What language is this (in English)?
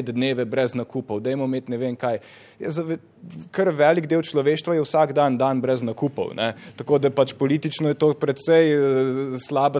Slovenian